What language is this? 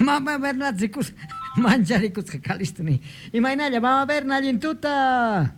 South Bolivian Quechua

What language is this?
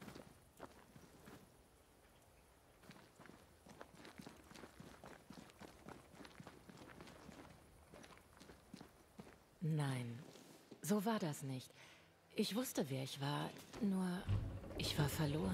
German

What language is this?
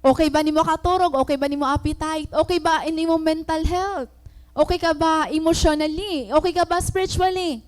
Waray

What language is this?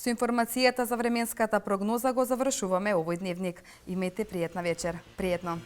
Macedonian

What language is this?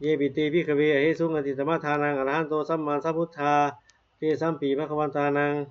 Pali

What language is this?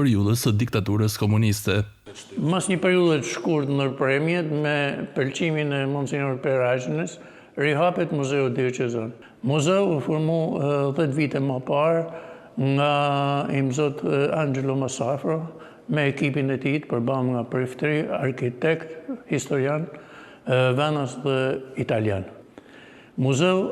Albanian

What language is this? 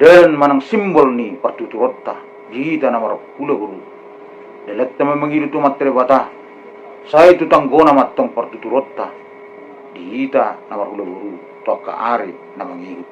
Batak Toba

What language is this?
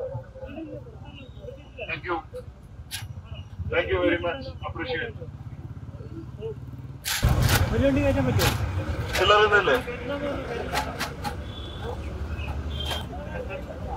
Malayalam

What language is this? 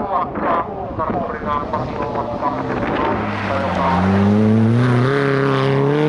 Finnish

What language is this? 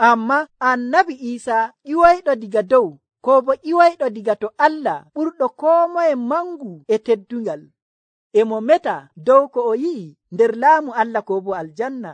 Nigerian Fulfulde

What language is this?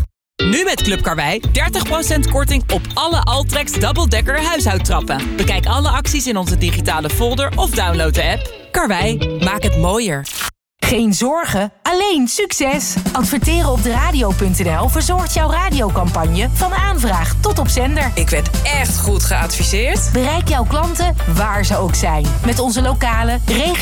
Dutch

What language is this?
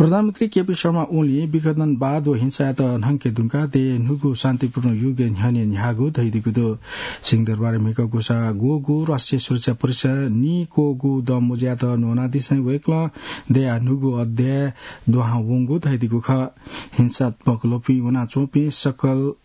Newari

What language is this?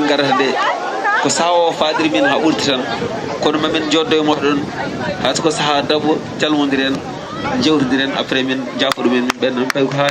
Fula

